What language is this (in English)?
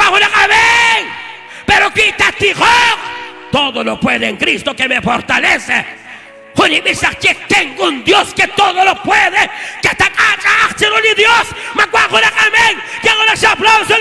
Kekchí